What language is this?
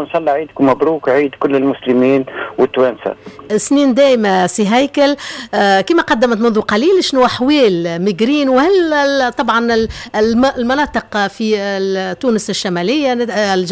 Tunisian Arabic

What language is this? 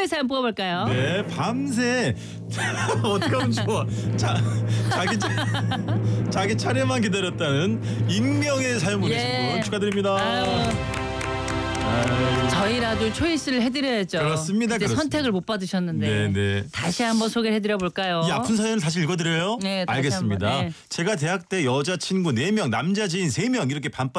Korean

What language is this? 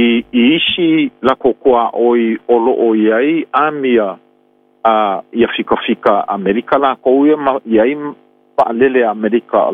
Samoan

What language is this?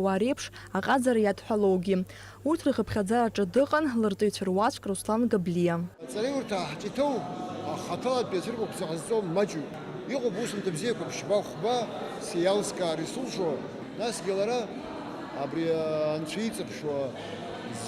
Abkhazian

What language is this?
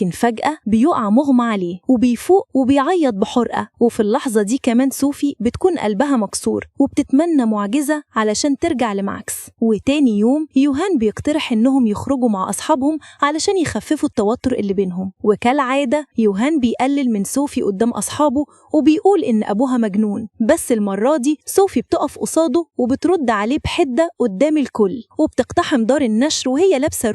Egyptian Arabic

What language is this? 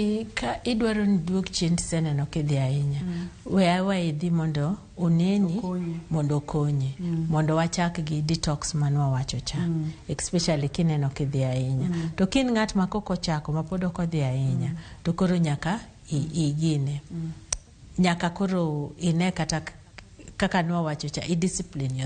Luo (Kenya and Tanzania)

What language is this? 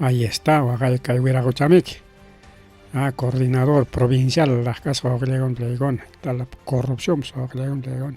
Ayacucho Quechua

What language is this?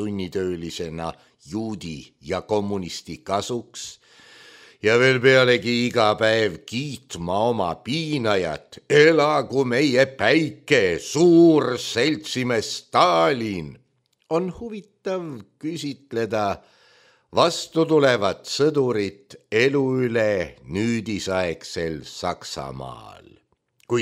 Estonian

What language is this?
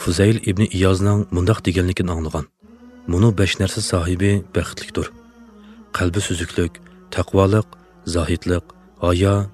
Uyghur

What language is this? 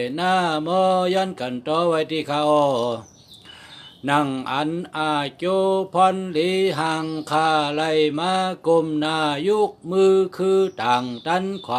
Shan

